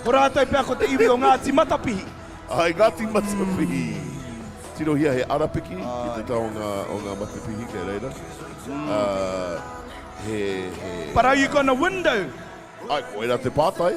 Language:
Māori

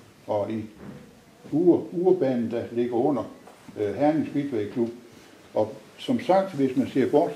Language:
Danish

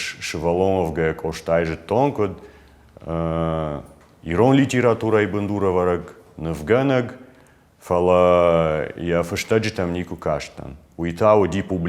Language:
Ossetic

